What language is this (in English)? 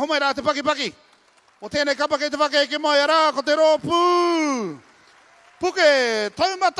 Māori